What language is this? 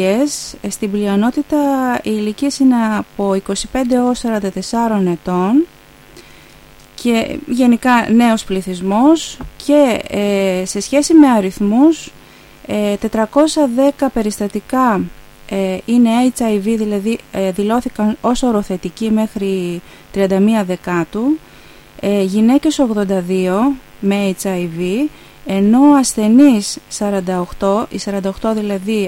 Greek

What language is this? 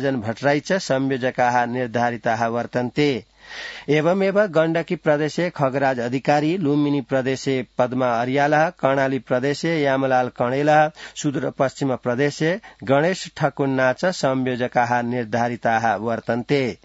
Sanskrit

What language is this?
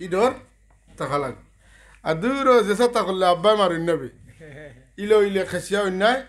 Sylheti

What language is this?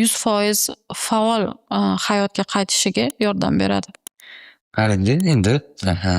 Uzbek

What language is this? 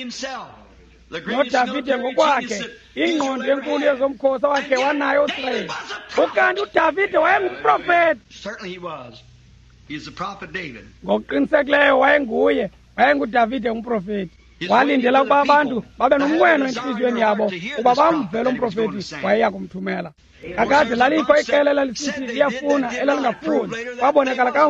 Xhosa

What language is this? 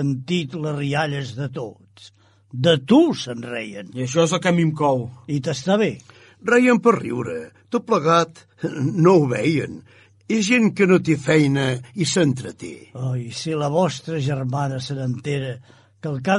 Catalan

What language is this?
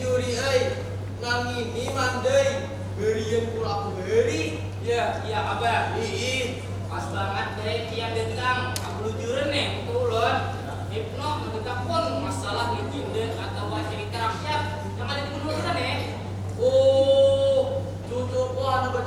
Banjar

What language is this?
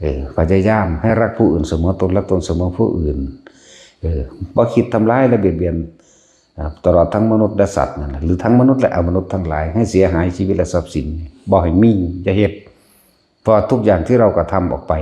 Northeastern Thai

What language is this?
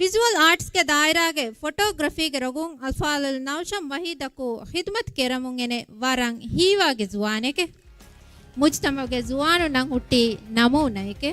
Divehi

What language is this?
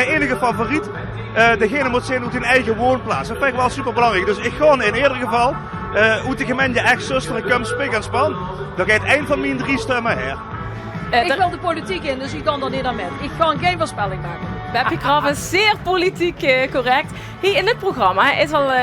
Limburgish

